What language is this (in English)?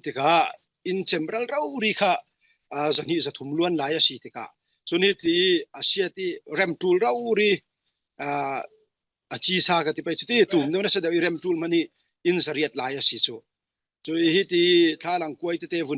Falam Chin